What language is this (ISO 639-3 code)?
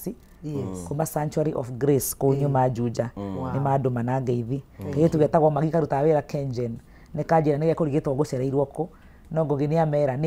kik